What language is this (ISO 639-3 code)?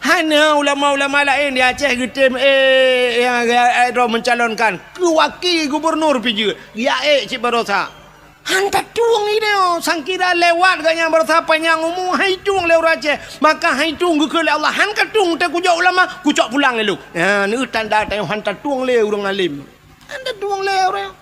ace